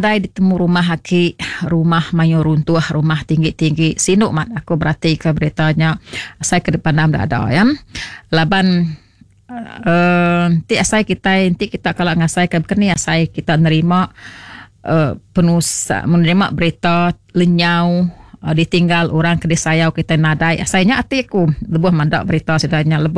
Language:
Iban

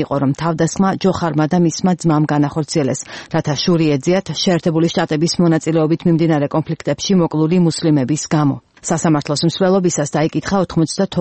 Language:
Georgian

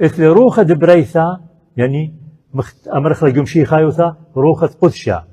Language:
Assyrian Neo-Aramaic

